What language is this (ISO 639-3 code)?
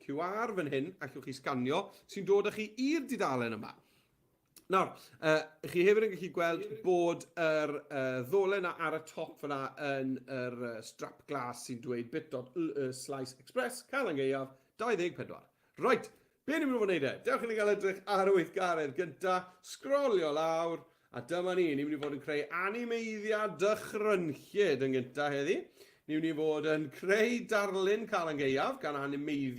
cym